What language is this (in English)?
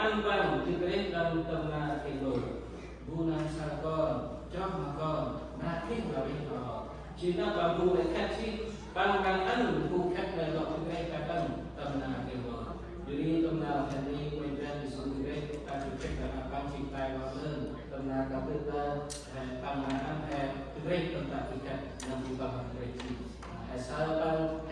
Central Mnong